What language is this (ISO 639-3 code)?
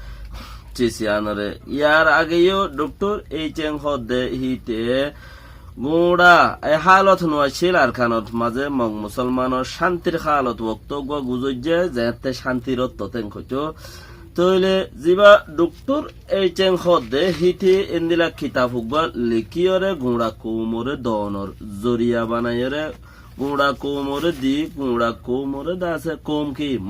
rhg